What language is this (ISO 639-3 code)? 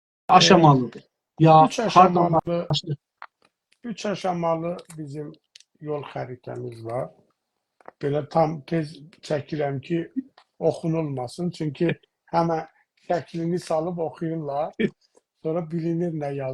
azb